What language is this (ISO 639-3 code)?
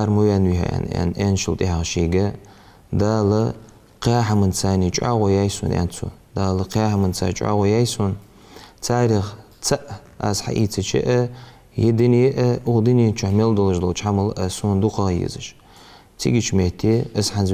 inh